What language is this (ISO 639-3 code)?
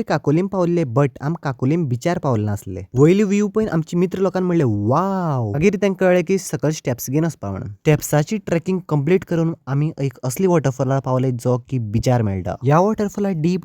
kok